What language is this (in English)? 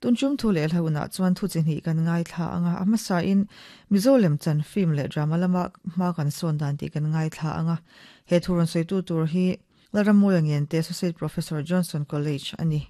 Mizo